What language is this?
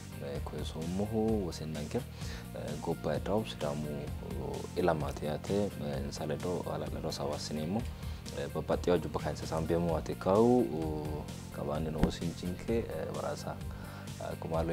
Sidamo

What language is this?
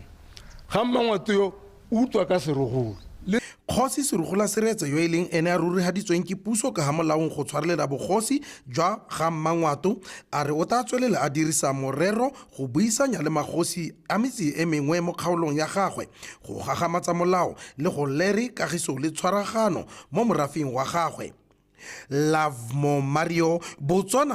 Tswana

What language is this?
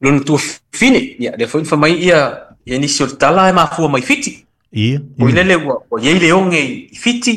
Samoan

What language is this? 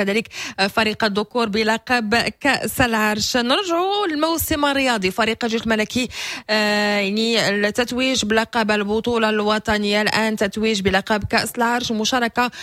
Moroccan Arabic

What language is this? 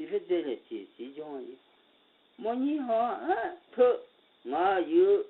Akha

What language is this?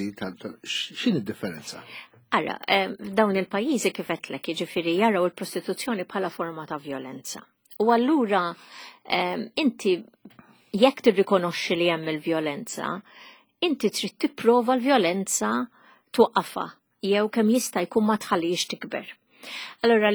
Maltese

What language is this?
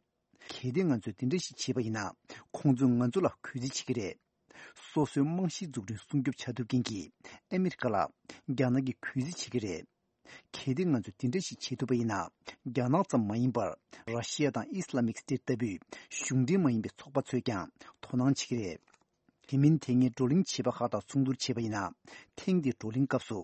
Tibetan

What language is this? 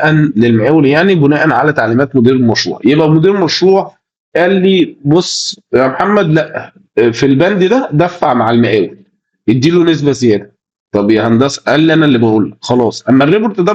Egyptian Arabic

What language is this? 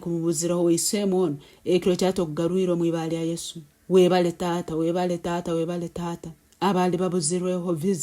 Nyankole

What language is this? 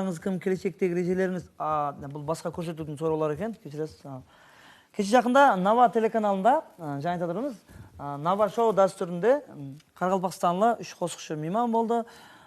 Kara-Kalpak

